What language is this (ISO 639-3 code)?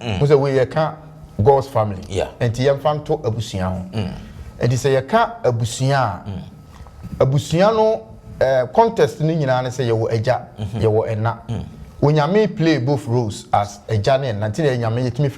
aka